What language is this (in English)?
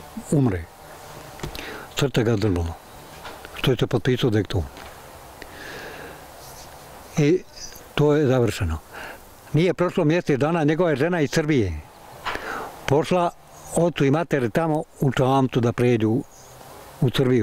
Bosnian